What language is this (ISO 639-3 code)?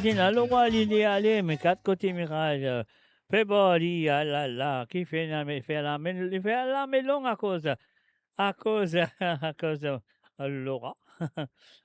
mfe